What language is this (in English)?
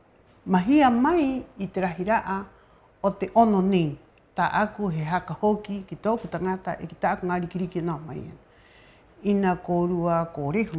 Rapanui